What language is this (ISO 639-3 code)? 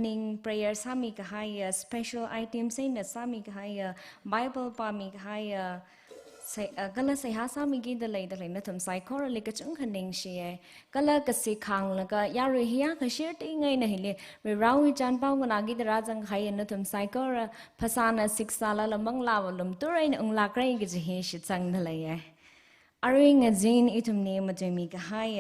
nmf